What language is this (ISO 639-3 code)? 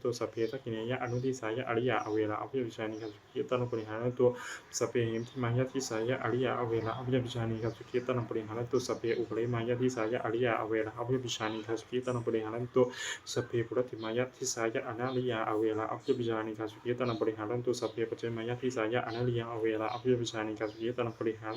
pli